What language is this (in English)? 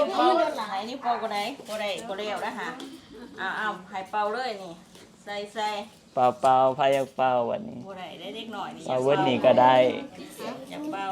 Northeastern Thai